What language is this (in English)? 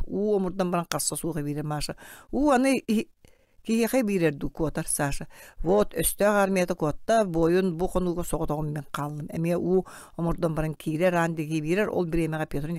Yakut